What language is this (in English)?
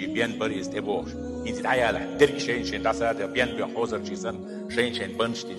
Chechen